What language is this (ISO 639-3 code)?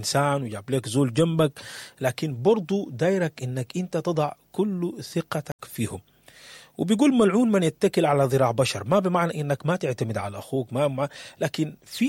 apd